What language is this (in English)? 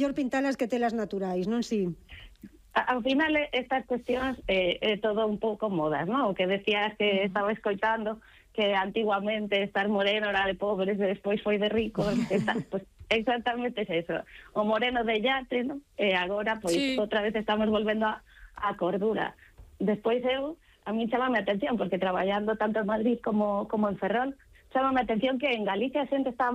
Galician